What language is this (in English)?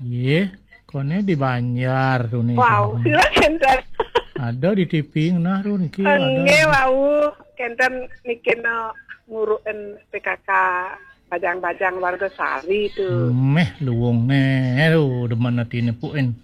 Balinese